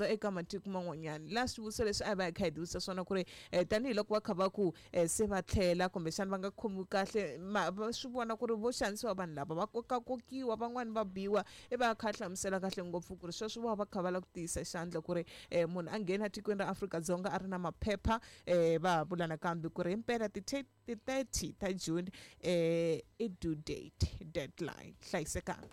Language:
Tsonga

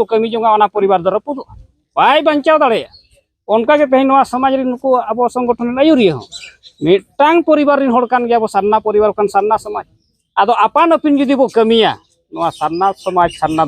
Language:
Santali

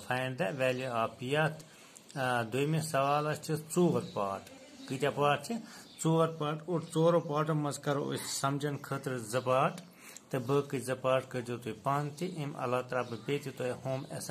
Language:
Kashmiri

